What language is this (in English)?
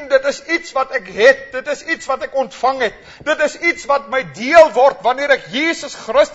Afrikaans